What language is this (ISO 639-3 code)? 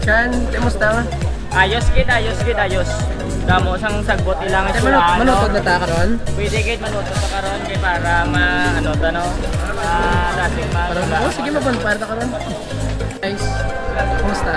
hil